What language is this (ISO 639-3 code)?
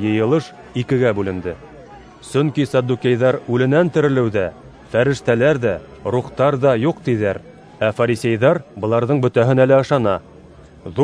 bak